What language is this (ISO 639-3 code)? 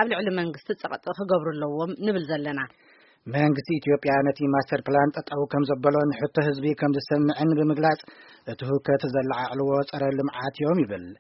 tir